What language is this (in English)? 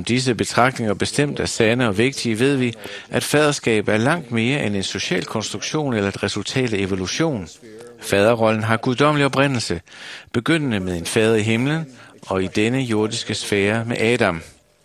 Danish